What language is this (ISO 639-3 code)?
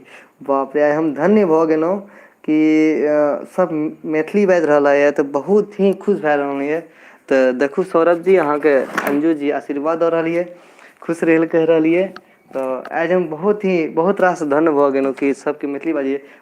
mai